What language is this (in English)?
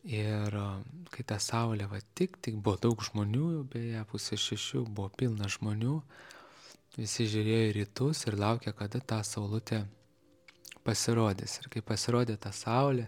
Lithuanian